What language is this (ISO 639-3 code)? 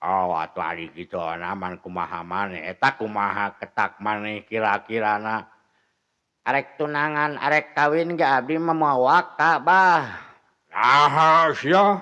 sun